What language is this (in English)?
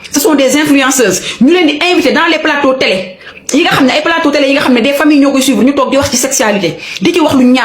Wolof